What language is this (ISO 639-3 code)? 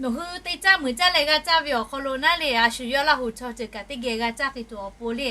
lhu